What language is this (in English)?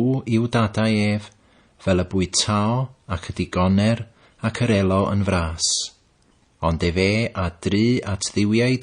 Welsh